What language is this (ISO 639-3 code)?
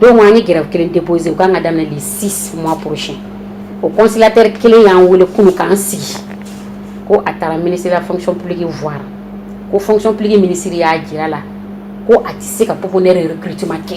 bam